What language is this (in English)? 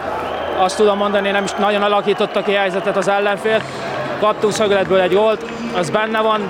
Hungarian